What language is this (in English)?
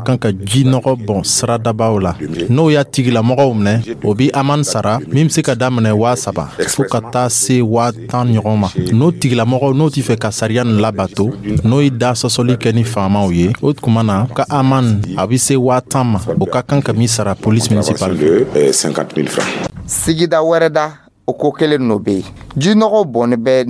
Dyula